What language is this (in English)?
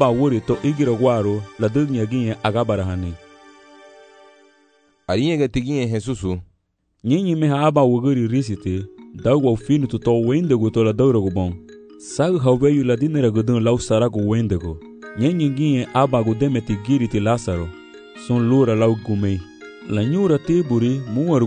Garifuna